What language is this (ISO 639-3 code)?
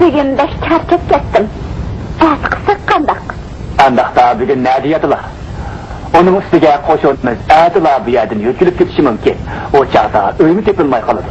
uig